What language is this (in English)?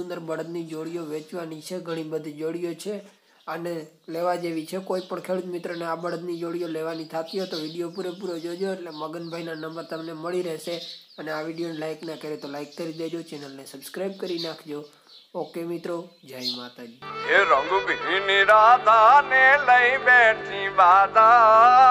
Gujarati